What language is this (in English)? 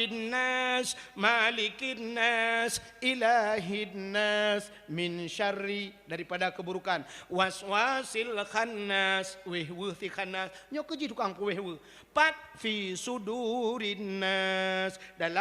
Achinese